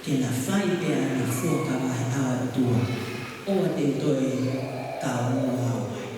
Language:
Tongan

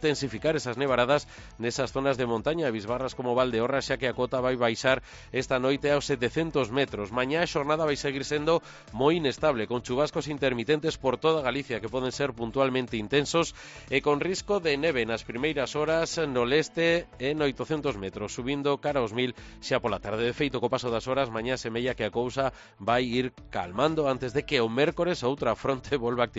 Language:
Galician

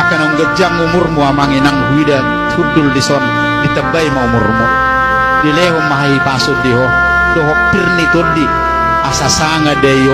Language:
Batak Toba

